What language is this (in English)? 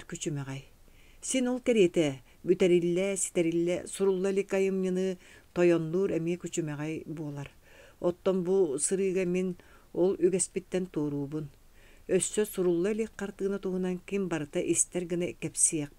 Yakut